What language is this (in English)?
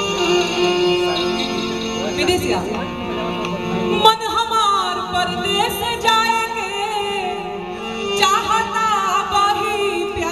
Bhojpuri